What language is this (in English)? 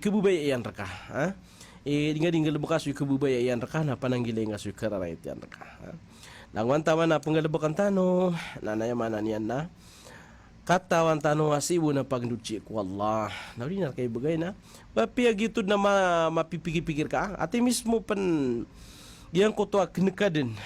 Maranao